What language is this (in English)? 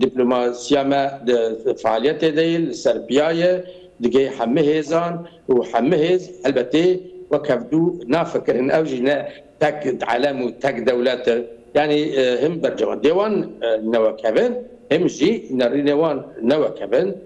Kurdish